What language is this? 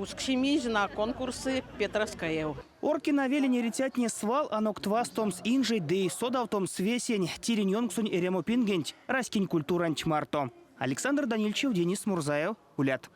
Erzya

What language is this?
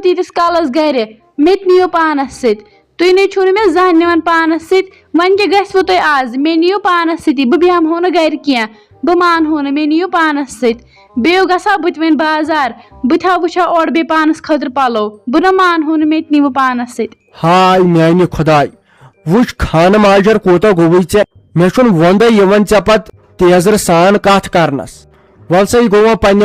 Kashmiri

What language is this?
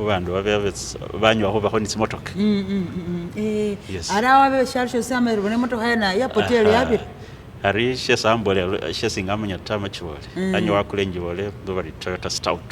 Masaaba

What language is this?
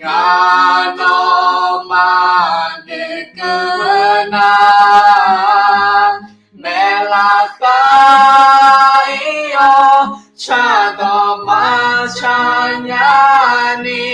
Akha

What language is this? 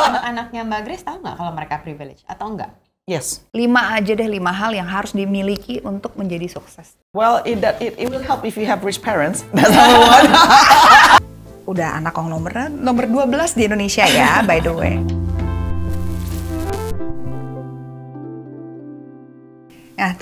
Indonesian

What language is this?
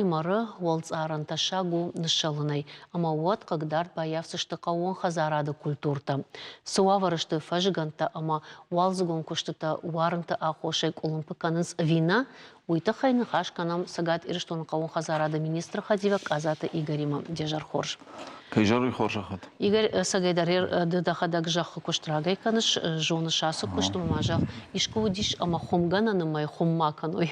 Ossetic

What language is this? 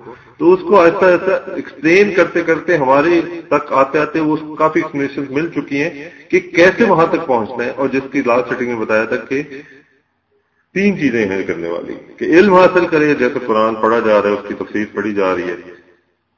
Urdu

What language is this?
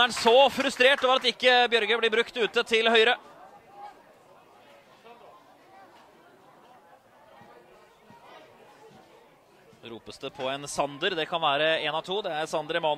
Norwegian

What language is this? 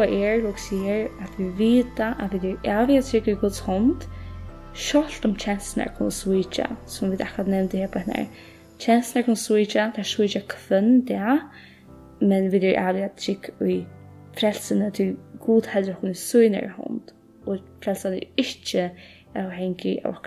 Faroese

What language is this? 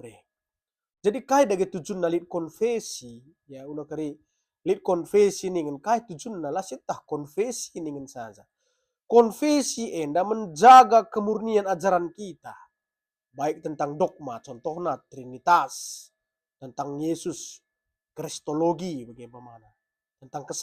Batak Karo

